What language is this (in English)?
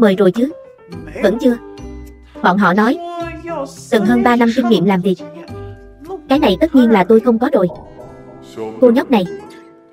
Vietnamese